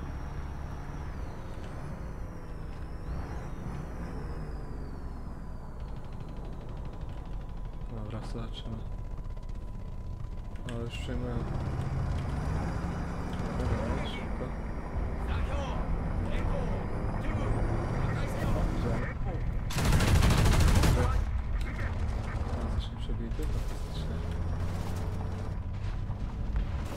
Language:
Polish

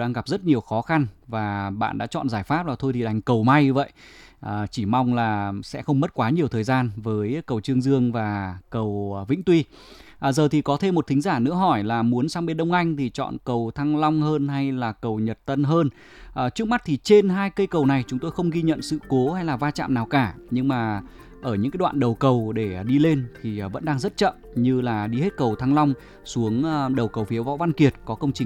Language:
Vietnamese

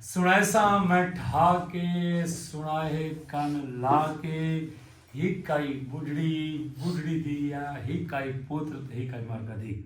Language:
Saraiki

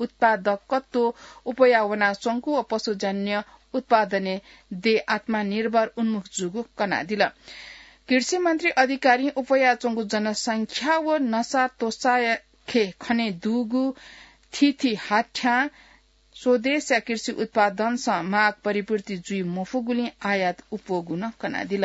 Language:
Newari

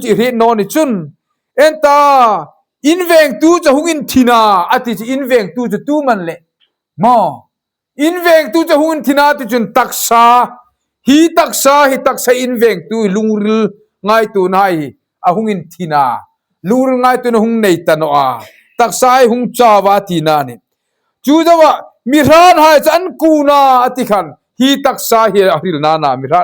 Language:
Hmar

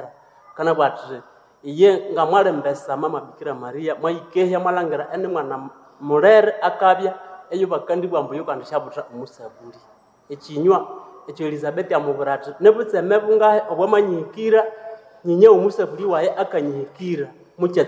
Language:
Nande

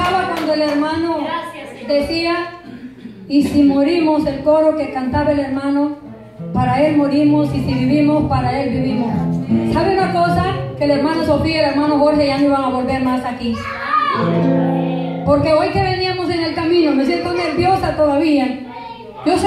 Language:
Spanish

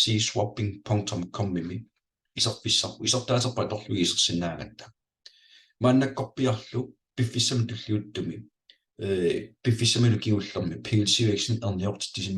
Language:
Kalaallisut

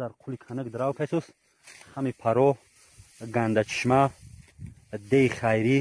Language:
Tajik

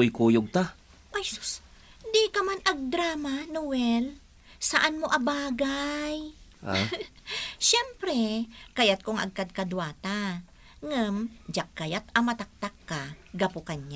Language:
Iloko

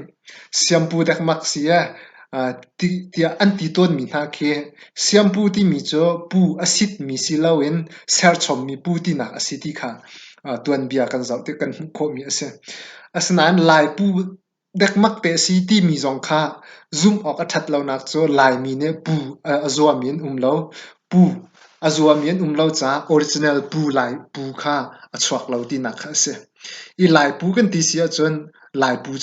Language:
Hakha Chin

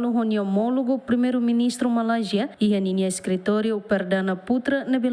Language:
Tetum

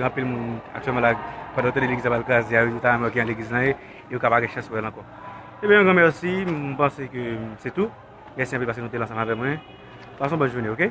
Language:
Haitian Creole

